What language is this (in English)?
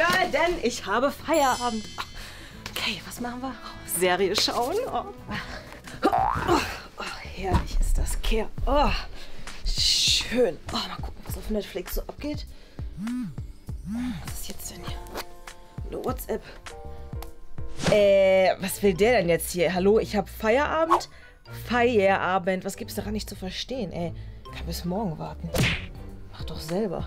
German